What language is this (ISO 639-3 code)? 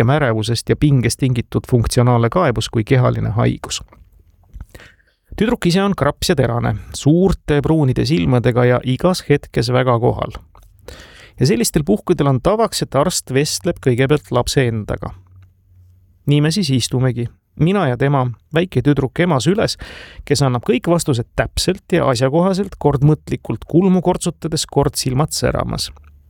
est